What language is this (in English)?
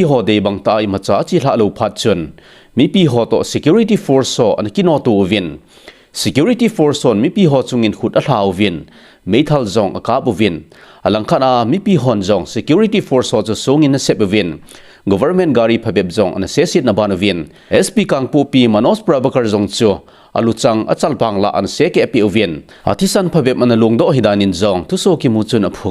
Thado Chin